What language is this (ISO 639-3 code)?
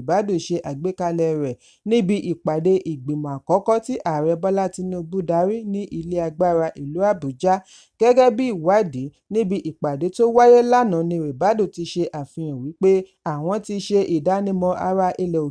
yor